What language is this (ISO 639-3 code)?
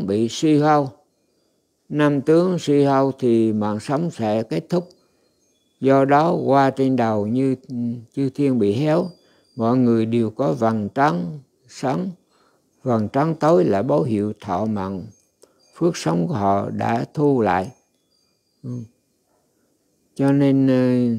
vie